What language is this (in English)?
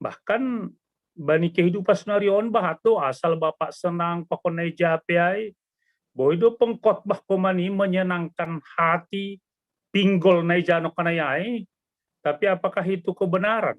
Batak Simalungun